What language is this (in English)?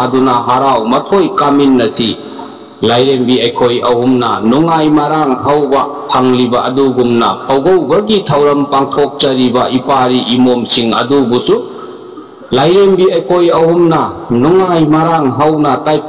Manipuri